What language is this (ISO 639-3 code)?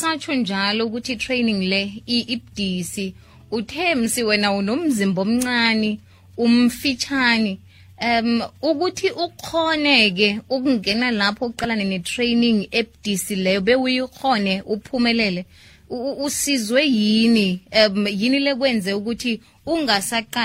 nbl